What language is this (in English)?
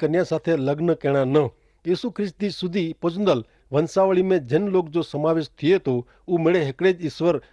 Kachhi